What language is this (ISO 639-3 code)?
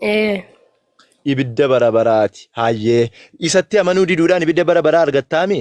orm